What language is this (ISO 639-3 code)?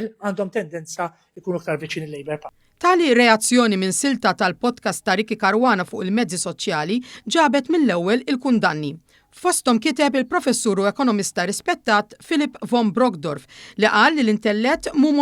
mlt